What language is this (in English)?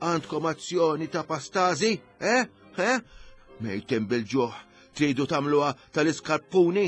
Maltese